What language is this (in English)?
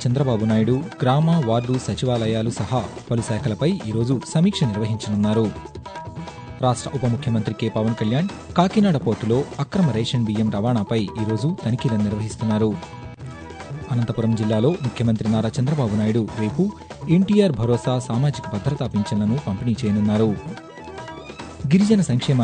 Telugu